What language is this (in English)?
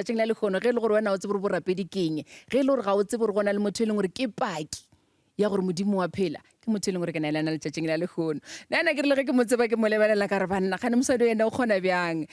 Northern Sotho